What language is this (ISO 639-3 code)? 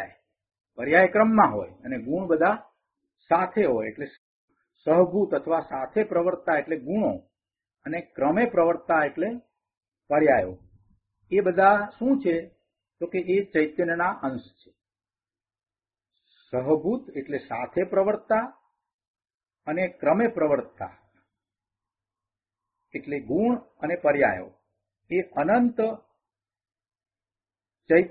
guj